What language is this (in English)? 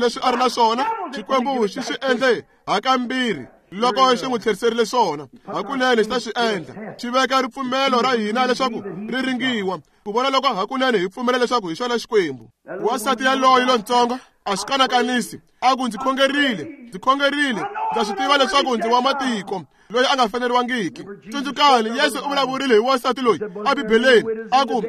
Tsonga